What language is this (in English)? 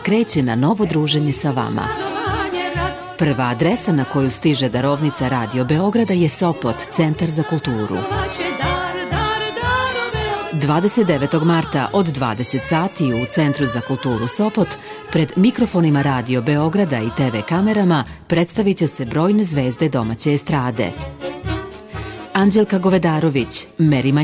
Serbian